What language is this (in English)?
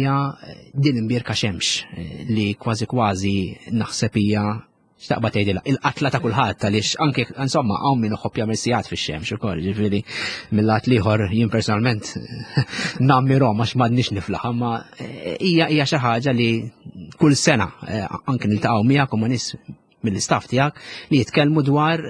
Maltese